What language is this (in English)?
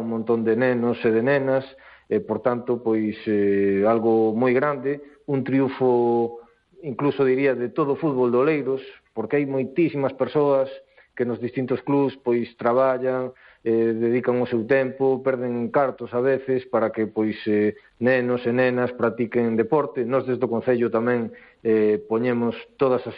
Galician